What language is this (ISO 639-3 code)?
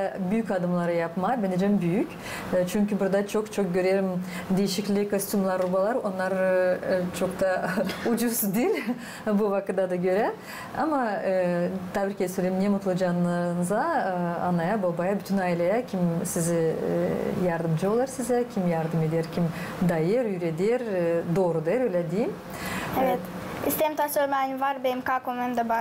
gag